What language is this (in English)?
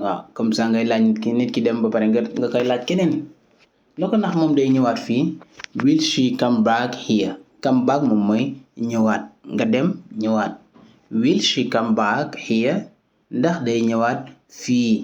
Wolof